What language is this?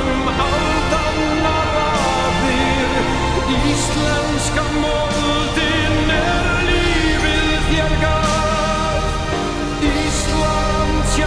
Icelandic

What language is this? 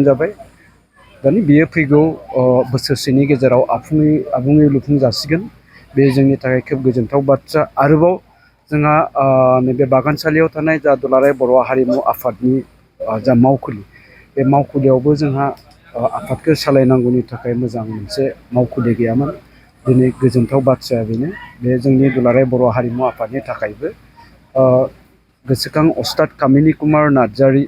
Bodo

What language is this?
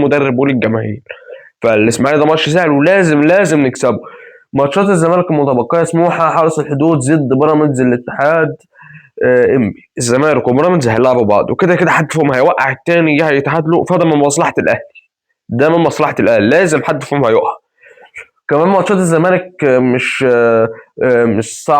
Egyptian Arabic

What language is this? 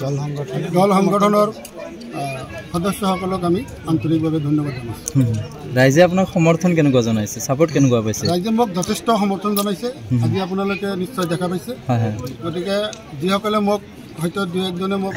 Assamese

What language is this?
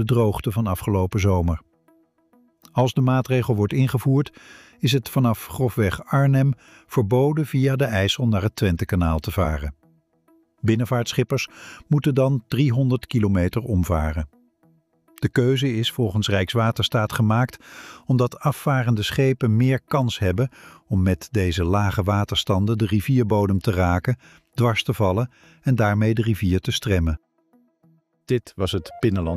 Dutch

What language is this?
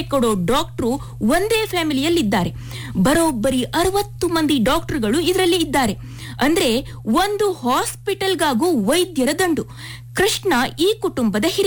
Kannada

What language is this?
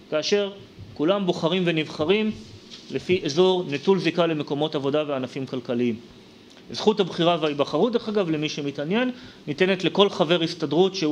Hebrew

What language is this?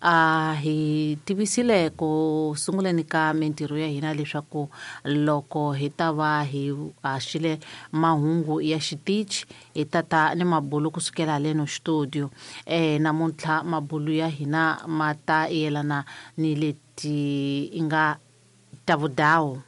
Tsonga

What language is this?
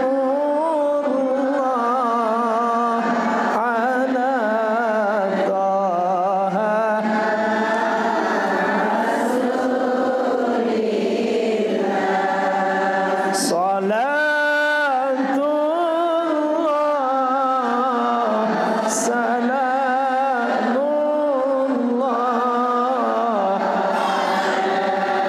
Sasak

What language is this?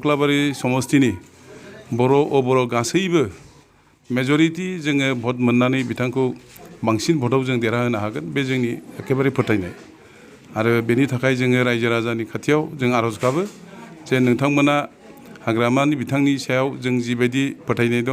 Bodo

